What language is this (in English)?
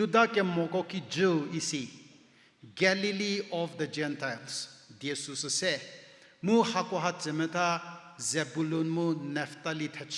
Angami Naga